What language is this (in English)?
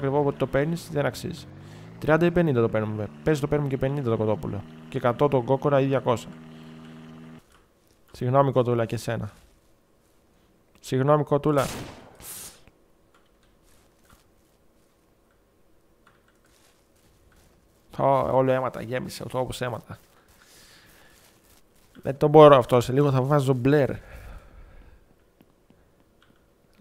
Greek